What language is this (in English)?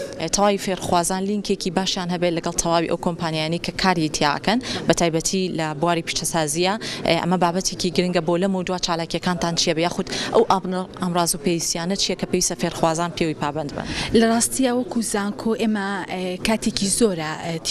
Central Kurdish